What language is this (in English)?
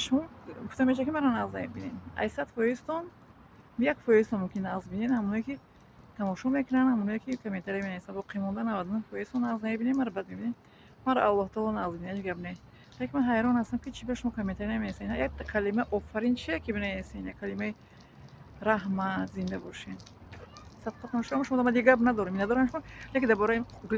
Tajik